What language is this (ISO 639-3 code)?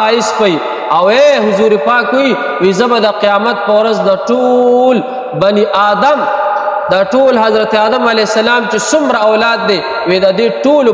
pus